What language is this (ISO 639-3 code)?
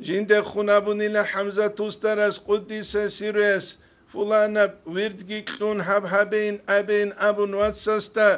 ava